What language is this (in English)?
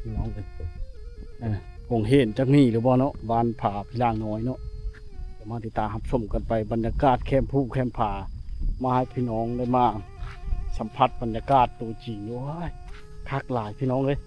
Lao